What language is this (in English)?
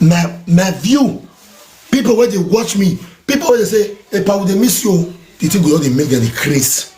Nigerian Pidgin